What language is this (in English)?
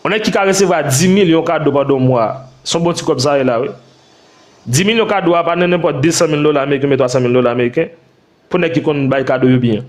Haitian Creole